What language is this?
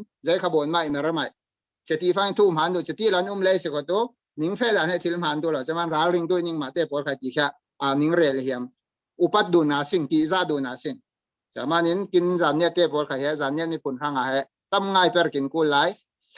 Falam Chin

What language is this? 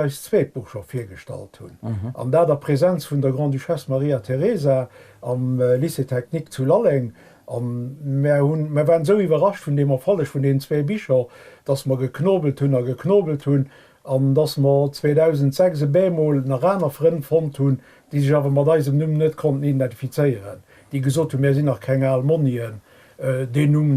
Luxembourgish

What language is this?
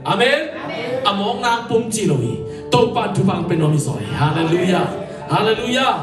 Tedim Chin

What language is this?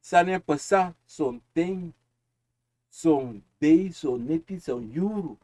Sranan Tongo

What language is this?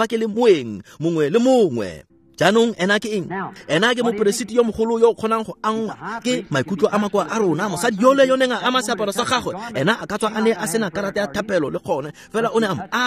Tswana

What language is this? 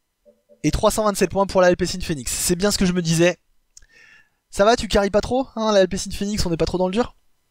French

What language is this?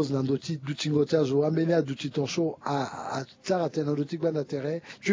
Sango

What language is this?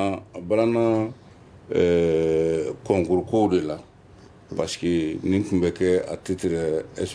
Bambara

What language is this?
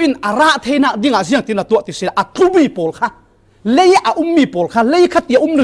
Falam Chin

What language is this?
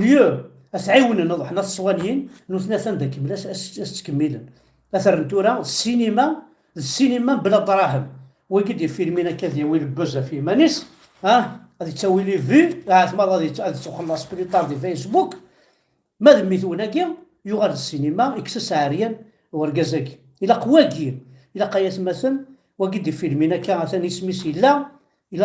Kabyle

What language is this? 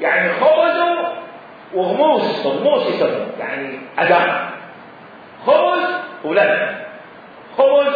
Mesopotamian Arabic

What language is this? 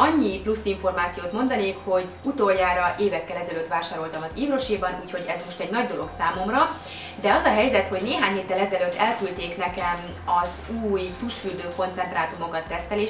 Hungarian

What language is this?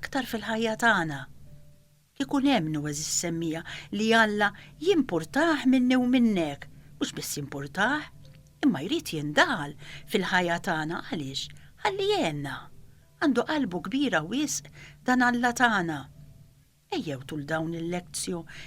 Maltese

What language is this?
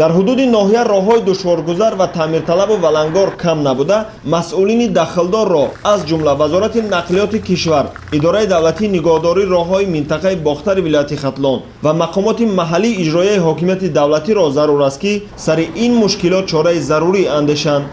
Tajik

